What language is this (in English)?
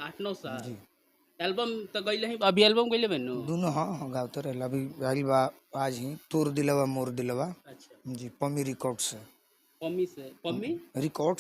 Bhojpuri